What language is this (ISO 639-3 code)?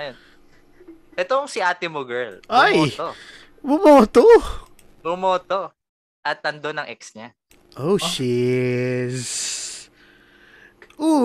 fil